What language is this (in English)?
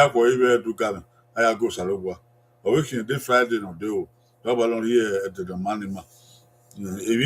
Bini